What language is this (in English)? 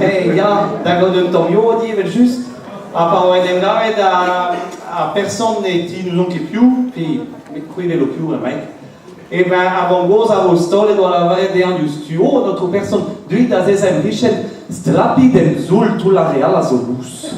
Breton